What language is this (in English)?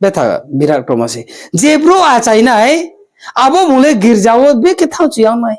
Riang (India)